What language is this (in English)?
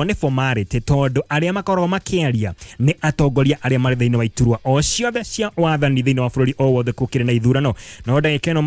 Kikuyu